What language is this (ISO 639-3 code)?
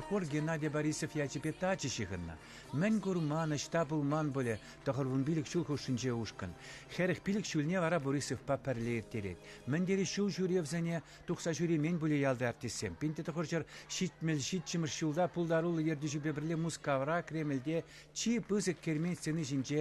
chv